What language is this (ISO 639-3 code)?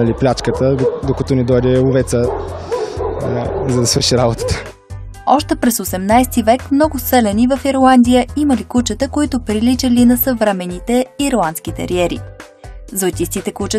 bul